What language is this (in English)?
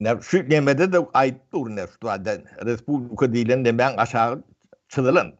Turkmen